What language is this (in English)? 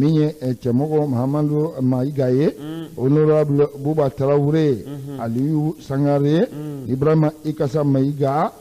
Bambara